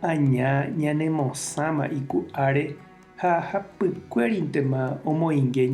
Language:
Guarani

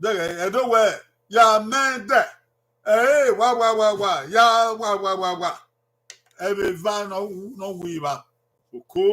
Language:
Bini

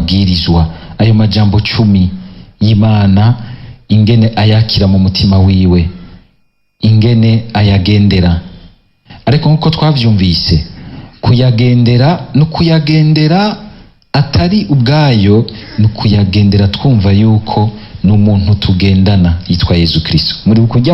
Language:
Rundi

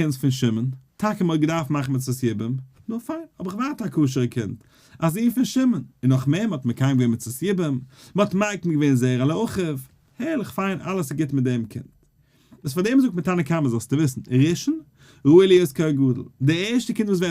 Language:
Yiddish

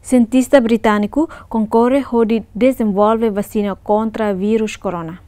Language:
Tetum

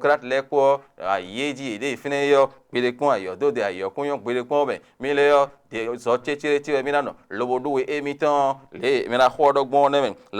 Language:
Fon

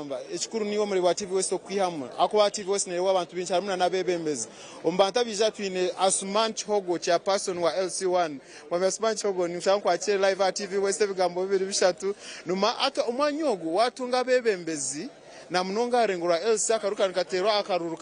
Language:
Nyankole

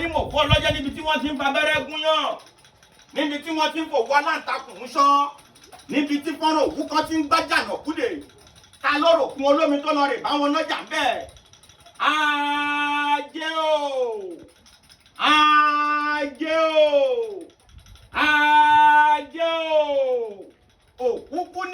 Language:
Yoruba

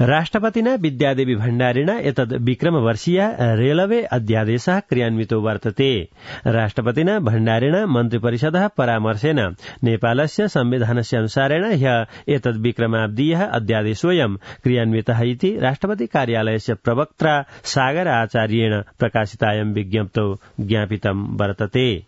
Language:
Sanskrit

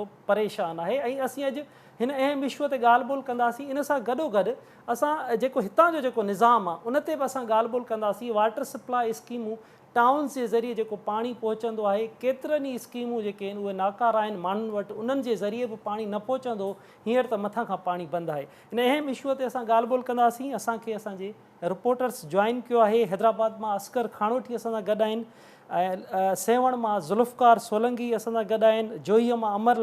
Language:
Sindhi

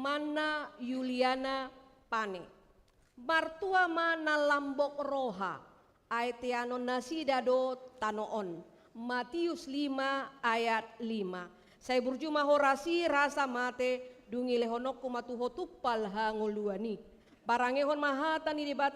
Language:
Batak Toba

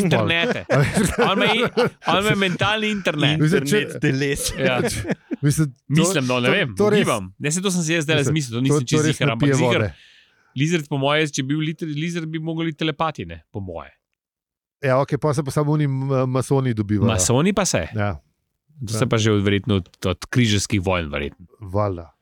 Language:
Slovenian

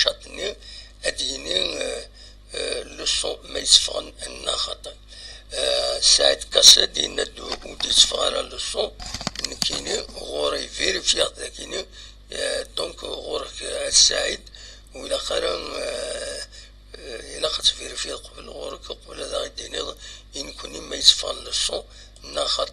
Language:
Kabyle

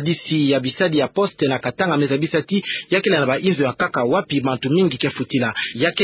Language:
Kituba (Democratic Republic of Congo)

